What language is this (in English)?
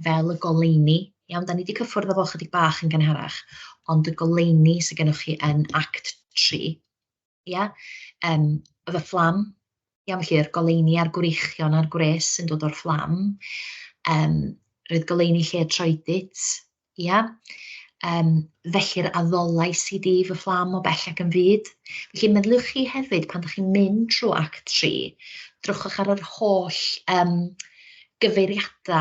Welsh